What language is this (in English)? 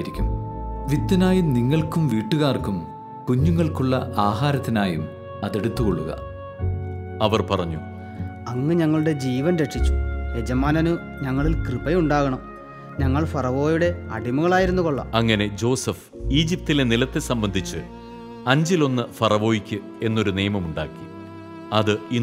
Malayalam